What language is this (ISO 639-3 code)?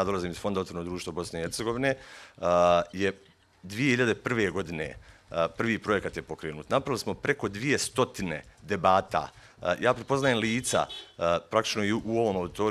bos